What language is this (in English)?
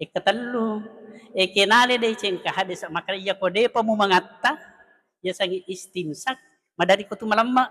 Buginese